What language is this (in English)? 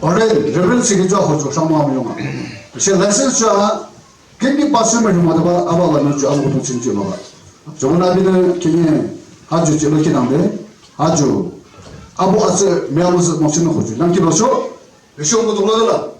Yimchungru Naga